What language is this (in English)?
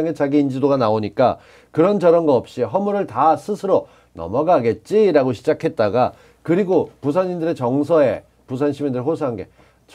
Korean